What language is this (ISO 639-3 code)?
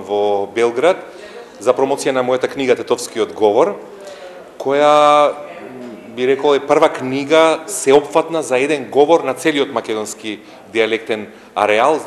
mkd